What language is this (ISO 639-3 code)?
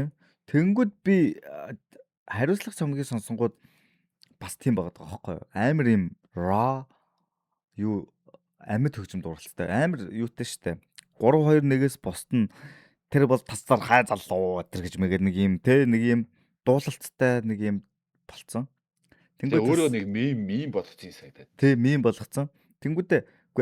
mon